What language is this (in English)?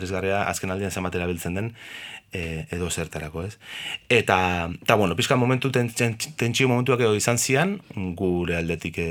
Basque